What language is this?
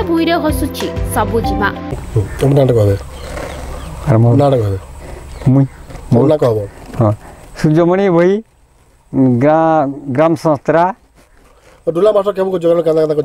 Odia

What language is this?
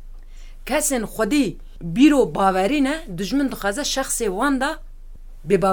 Kurdish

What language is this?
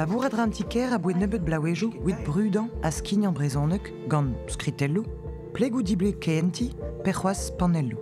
Breton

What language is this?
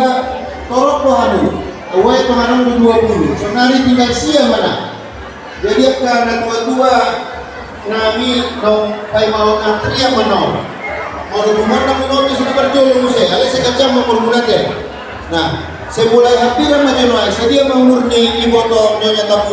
Batak Toba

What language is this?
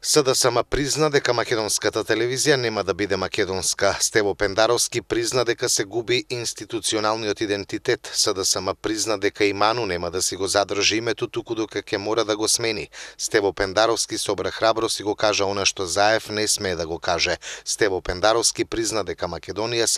Macedonian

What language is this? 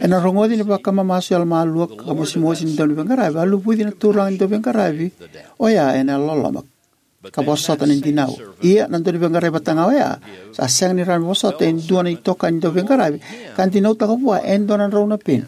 Fijian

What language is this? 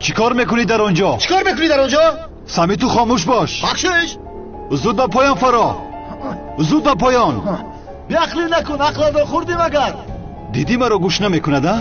Tajik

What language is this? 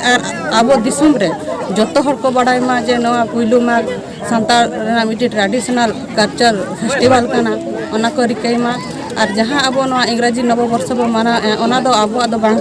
Santali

